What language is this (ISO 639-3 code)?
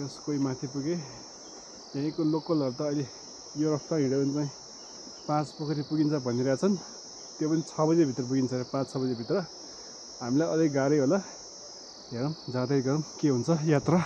nep